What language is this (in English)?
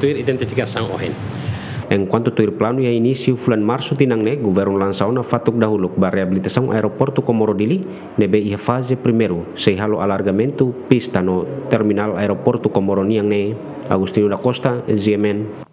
Tetum